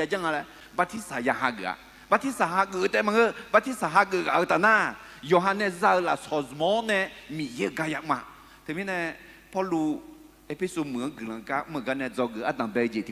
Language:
Akha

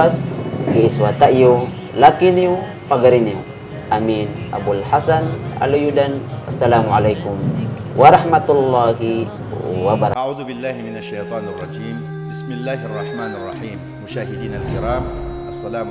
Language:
Maranao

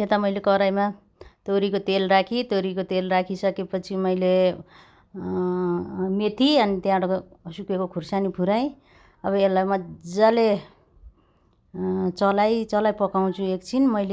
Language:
Nepali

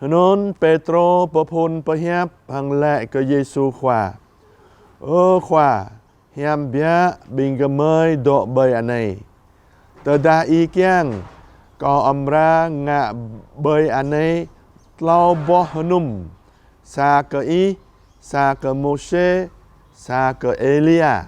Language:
Jarai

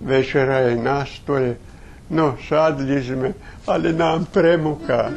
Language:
Rusyn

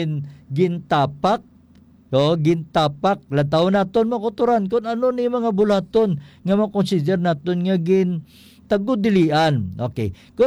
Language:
Hiligaynon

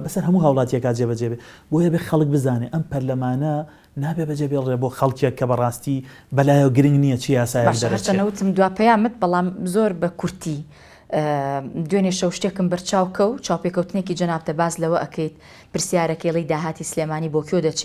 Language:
Central Kurdish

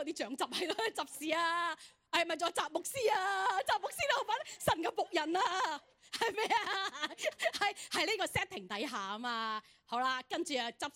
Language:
Cantonese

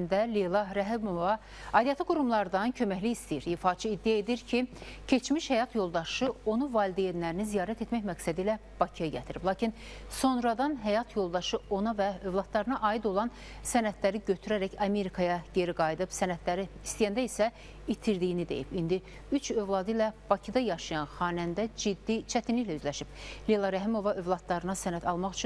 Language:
Azerbaijani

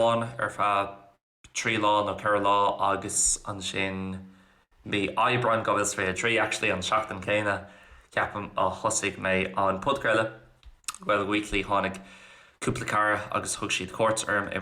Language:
Irish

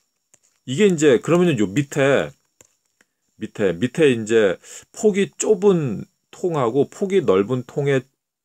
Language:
Korean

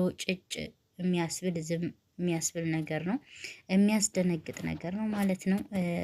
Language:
Amharic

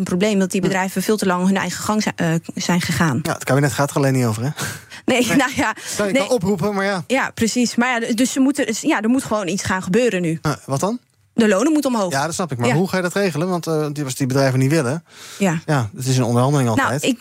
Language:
Dutch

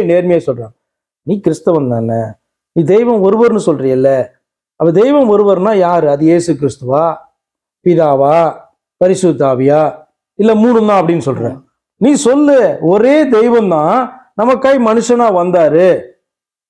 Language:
Tamil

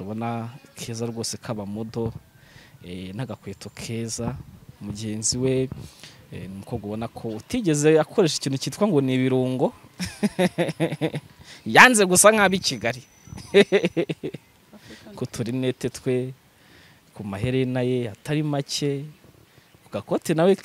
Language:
Kinyarwanda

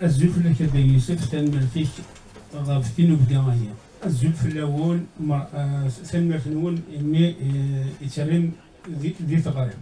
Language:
Kabyle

